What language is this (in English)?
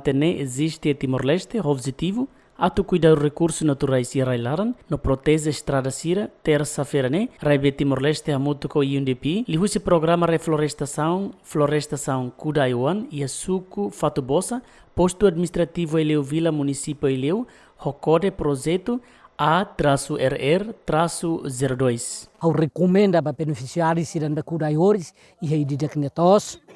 Tetum